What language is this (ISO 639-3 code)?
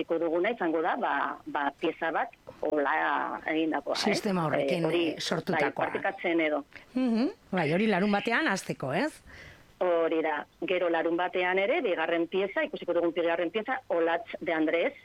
eus